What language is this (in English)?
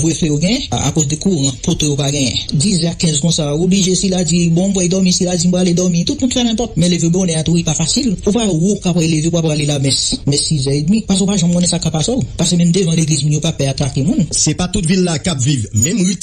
Haitian Creole